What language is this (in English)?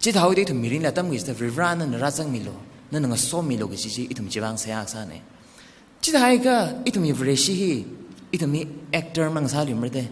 Tangkhul Naga (India)